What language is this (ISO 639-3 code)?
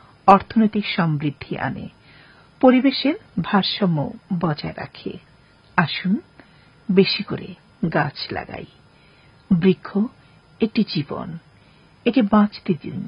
ben